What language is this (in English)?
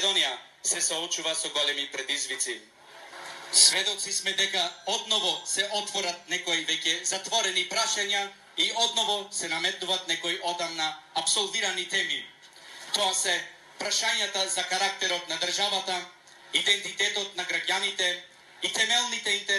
Macedonian